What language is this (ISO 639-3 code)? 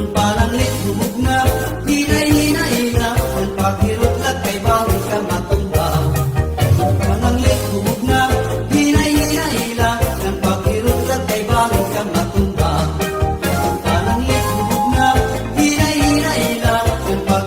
war